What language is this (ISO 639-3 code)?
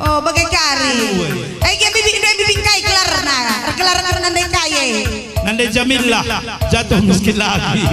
btx